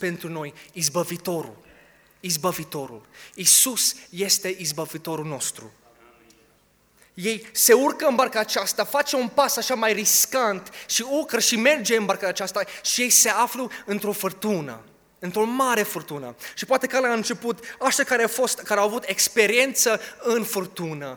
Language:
Romanian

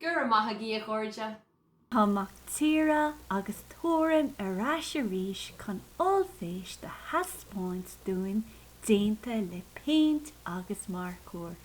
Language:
Irish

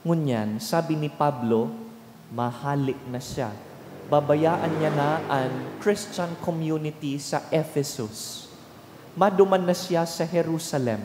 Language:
Bikol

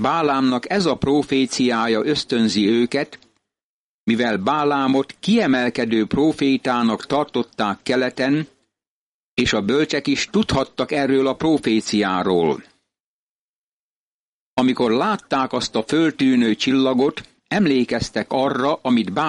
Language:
Hungarian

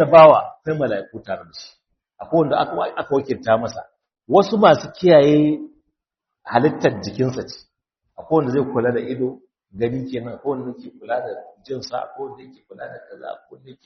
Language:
Hausa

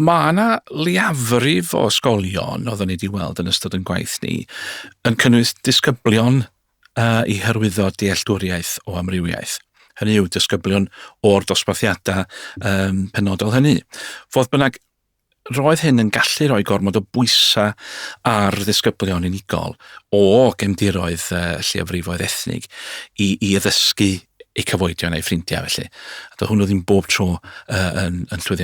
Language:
Welsh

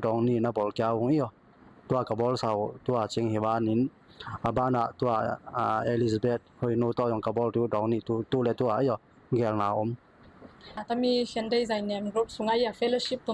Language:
Tedim Chin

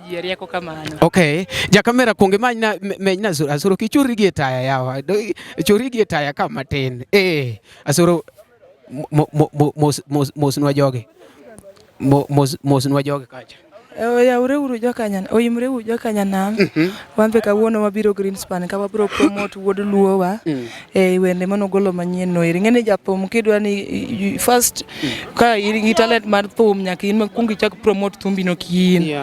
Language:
Luo (Kenya and Tanzania)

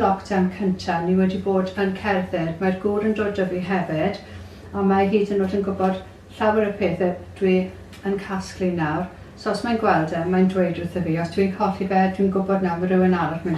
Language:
Welsh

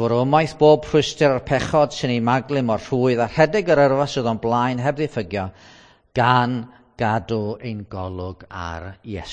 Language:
Welsh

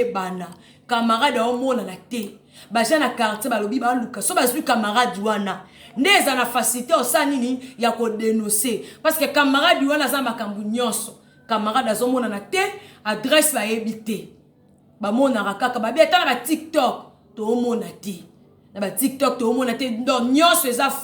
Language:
Lingala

